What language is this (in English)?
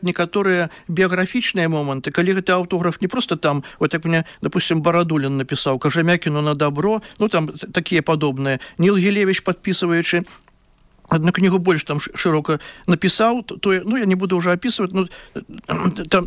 Belarusian